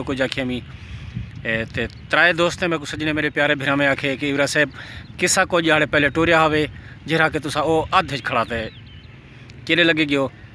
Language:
Saraiki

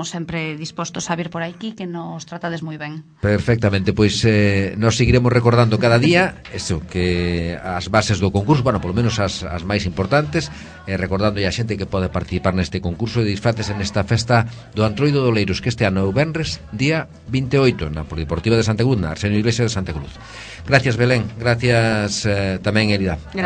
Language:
Galician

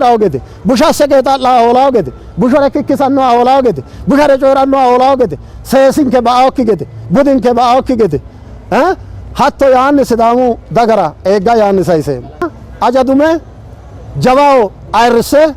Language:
Sidamo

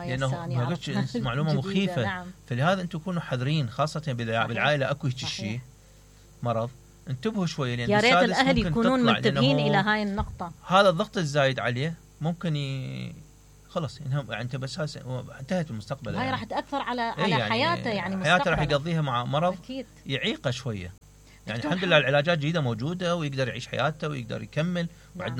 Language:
Mesopotamian Arabic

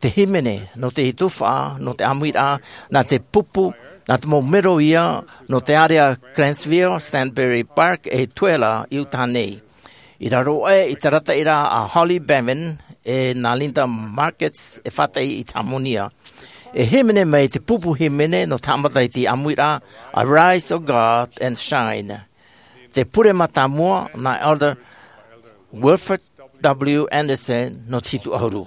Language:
Tahitian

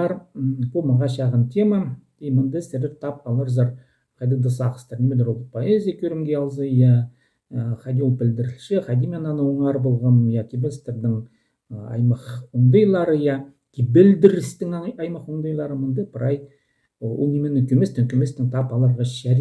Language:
Khakas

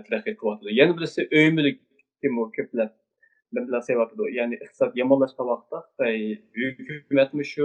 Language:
Uyghur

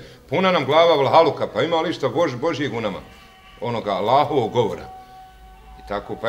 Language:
Bosnian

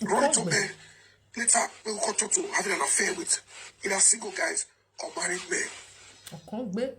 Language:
Nigerian Pidgin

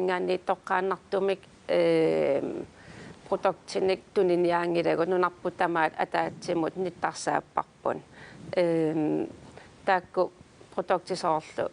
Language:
Kalaallisut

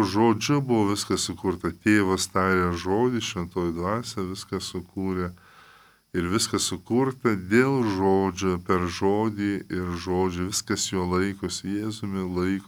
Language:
Lithuanian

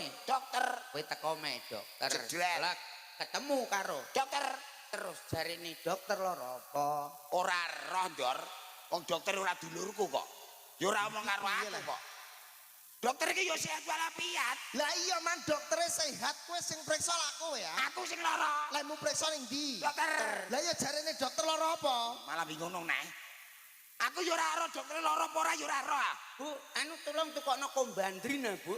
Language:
Javanese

